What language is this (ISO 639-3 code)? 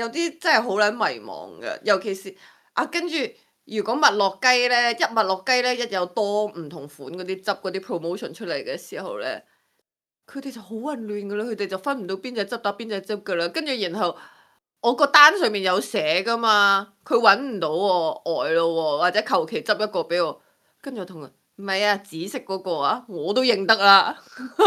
yue